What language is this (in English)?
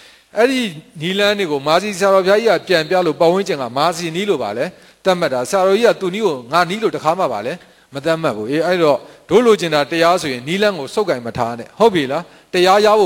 Burmese